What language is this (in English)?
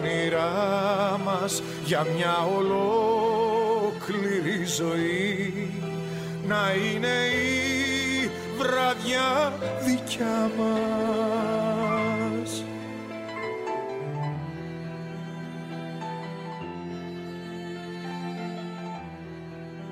Greek